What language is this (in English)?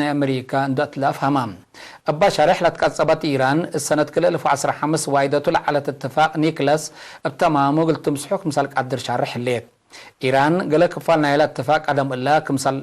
Tigre